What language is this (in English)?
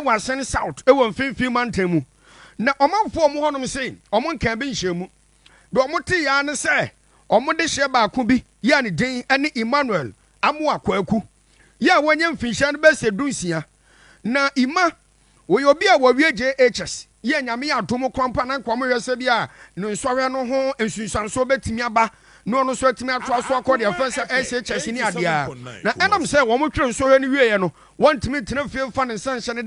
Akan